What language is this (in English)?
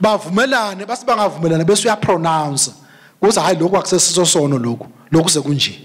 Swati